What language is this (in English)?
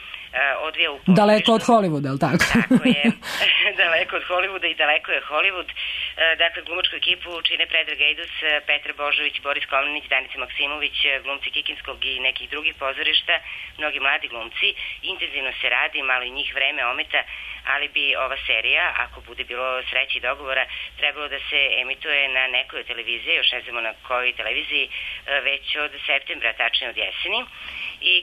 Serbian